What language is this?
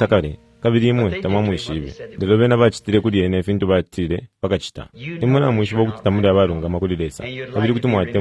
Bemba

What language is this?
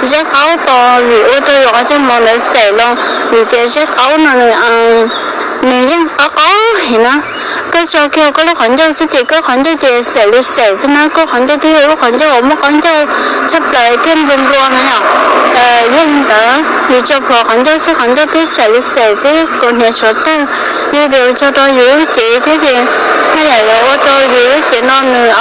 Hmong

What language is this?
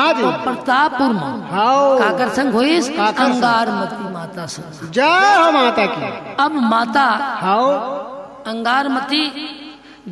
Chhattisgarhi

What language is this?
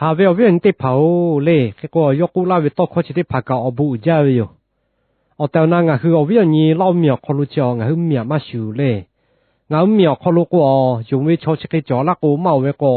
Lahu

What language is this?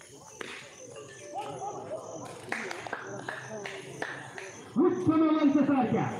Kannada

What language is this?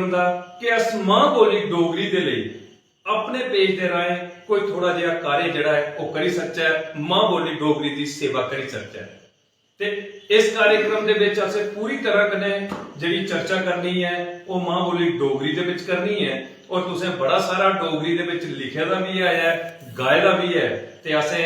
Dogri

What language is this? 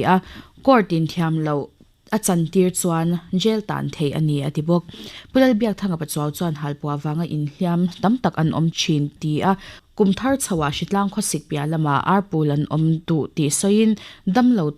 Mizo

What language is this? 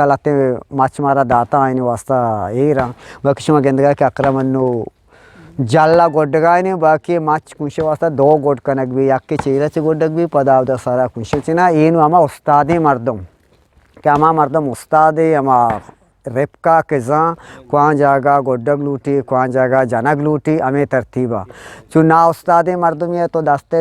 Eastern Balochi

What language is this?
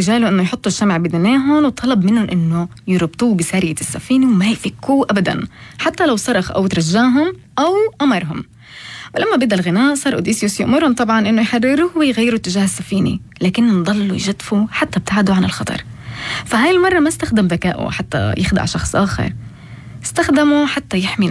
North Levantine Arabic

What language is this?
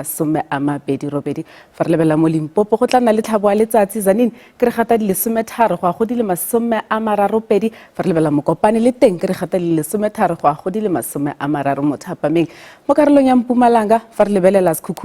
Tswana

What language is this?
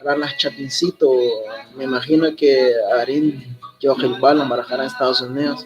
Kekchí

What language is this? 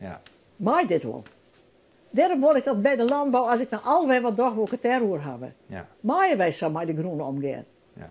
Western Frisian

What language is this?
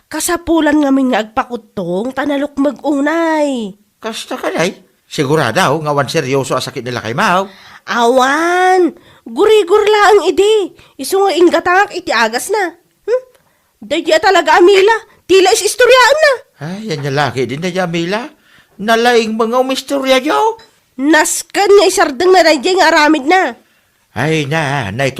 Iloko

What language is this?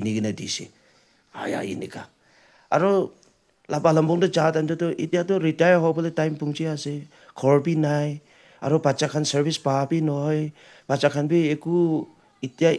Naga Pidgin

